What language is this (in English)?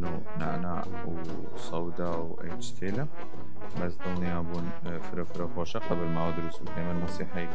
Southern Kurdish